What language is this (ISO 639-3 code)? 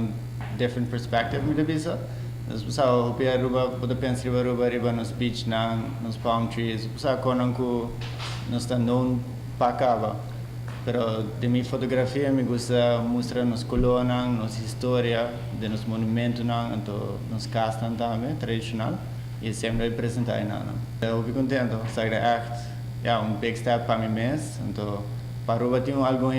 pap